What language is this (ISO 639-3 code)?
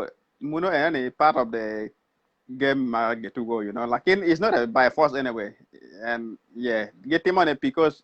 ach